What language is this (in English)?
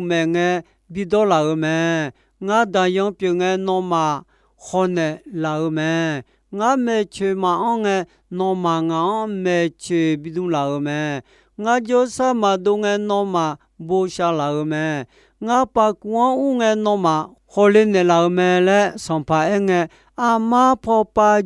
Akha